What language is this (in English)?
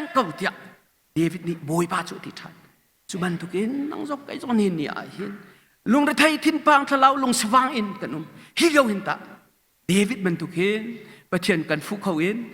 Hakha Chin